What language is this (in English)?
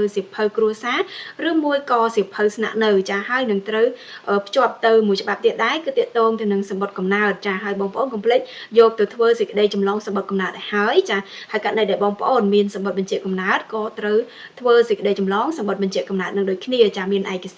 Khmer